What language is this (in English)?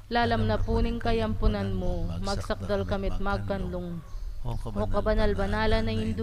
Pampanga